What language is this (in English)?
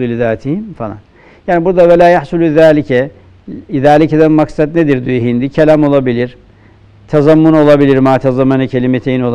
Turkish